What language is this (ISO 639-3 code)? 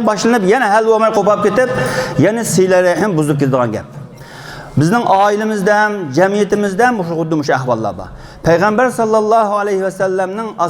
uig